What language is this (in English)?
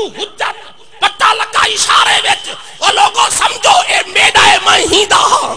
Saraiki